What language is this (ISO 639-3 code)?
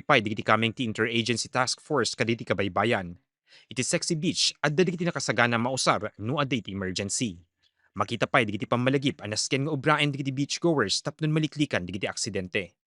ilo